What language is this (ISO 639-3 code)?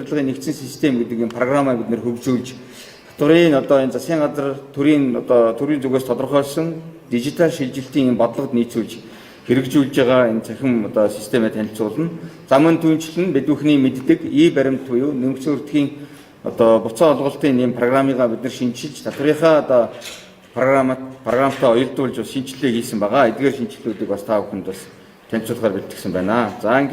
mon